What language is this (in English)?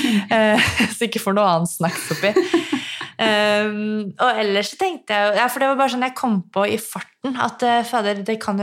Norwegian